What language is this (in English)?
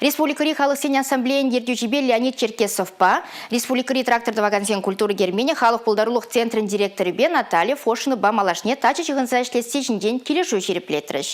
Chuvash